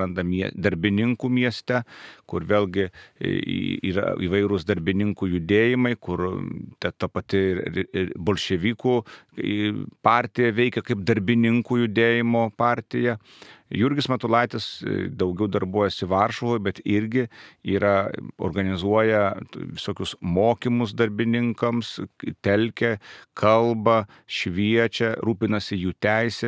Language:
Lithuanian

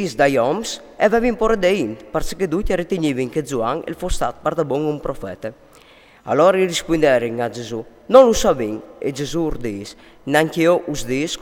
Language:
Friulian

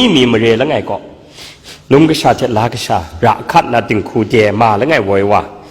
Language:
Kachin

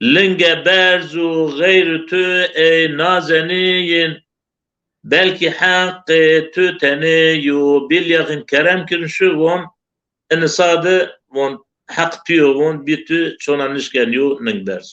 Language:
Zaza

